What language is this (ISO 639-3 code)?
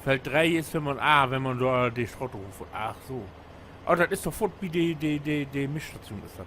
nds